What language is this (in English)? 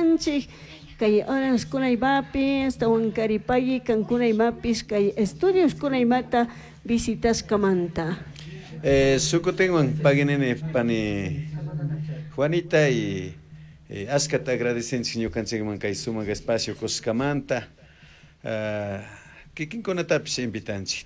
Chimborazo Highland Quichua